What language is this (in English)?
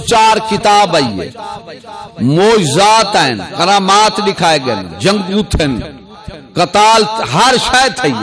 Saraiki